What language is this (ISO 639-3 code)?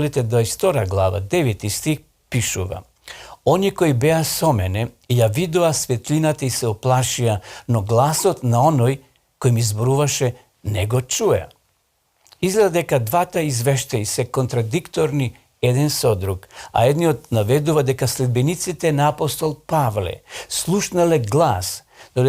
mkd